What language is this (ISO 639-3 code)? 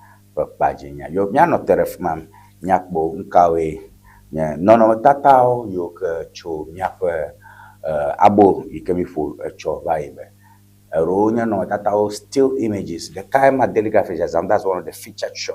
ewe